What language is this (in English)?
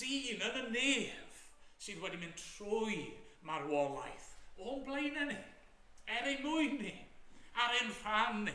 Welsh